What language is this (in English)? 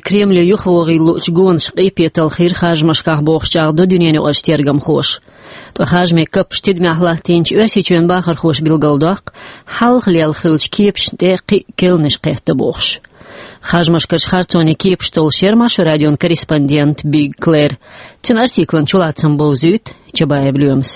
Chechen